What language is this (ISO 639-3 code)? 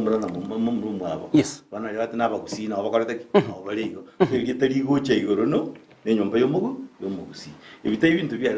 guz